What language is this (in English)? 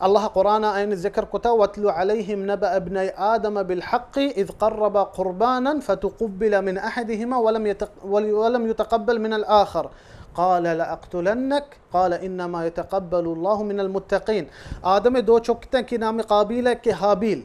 Baluchi